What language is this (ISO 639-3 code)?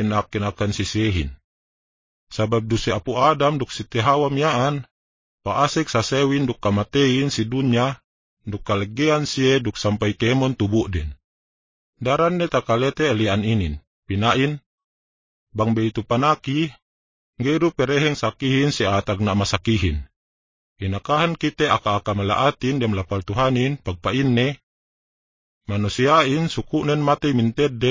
yka